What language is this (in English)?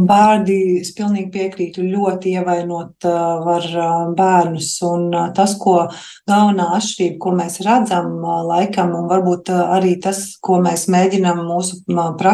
Latvian